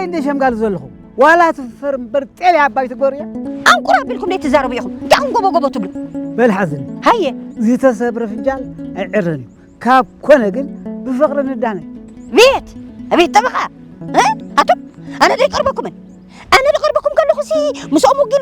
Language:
Tigrinya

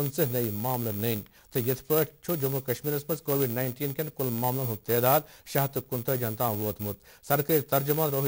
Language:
Kashmiri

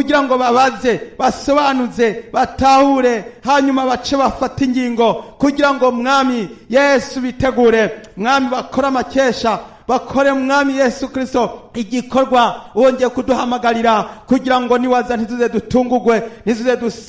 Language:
Rundi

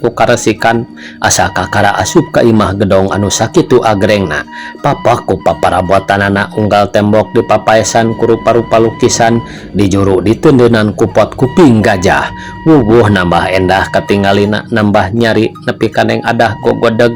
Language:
Sundanese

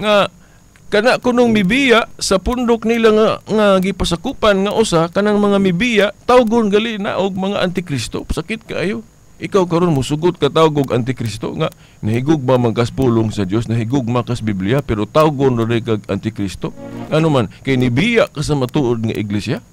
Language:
Cebuano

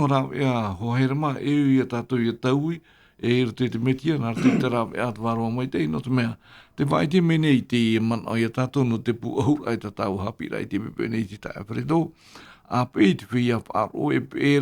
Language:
Tahitian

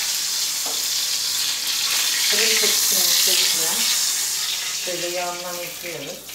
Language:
Turkish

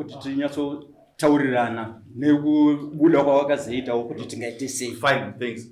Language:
Shona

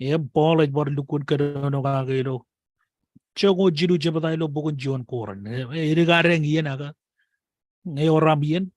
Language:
Marshallese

